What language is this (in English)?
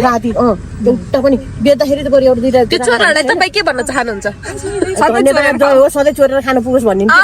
Nepali